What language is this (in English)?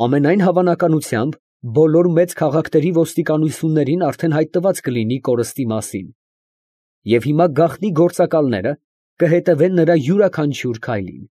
Armenian